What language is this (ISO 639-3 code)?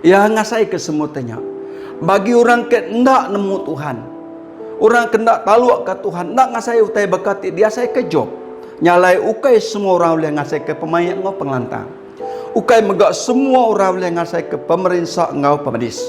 iba